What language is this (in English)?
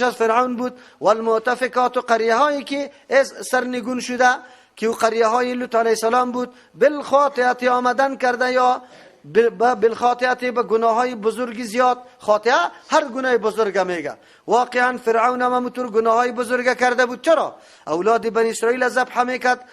Persian